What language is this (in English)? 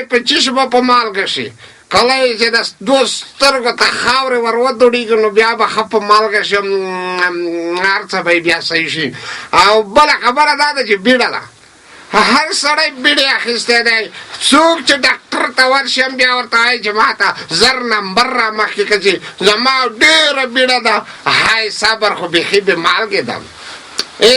Pashto